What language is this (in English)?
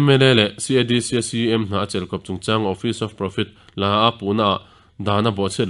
Mizo